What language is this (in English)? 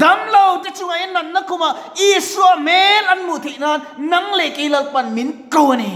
Mizo